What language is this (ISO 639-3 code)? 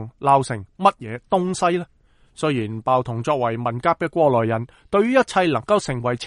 yue